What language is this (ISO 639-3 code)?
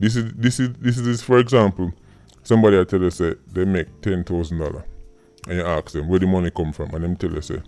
jam